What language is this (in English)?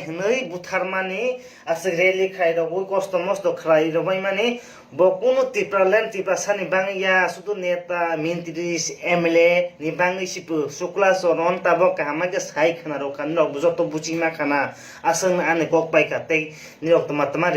Kok Borok